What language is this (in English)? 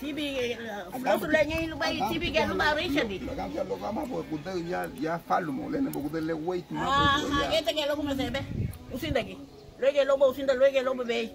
Garifuna